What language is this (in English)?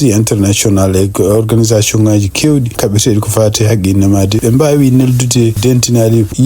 Fula